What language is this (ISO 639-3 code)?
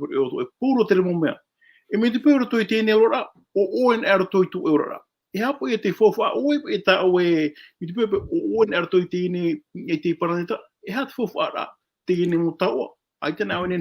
tah